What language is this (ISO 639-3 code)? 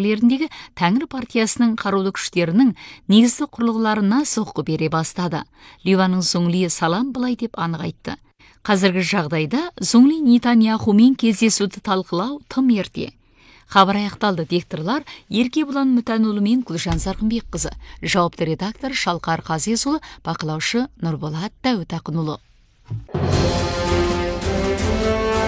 kaz